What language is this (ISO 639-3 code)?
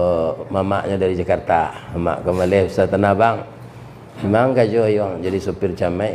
min